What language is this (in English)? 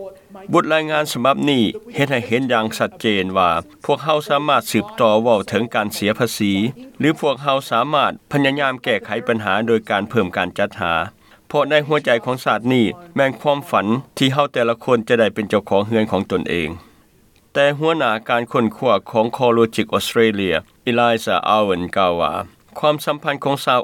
Lao